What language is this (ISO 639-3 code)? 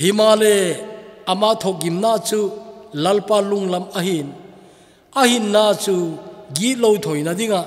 tcz